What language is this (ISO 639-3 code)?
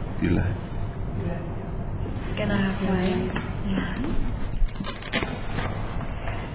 bul